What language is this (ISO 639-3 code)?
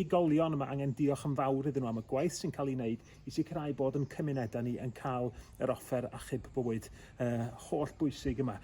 cym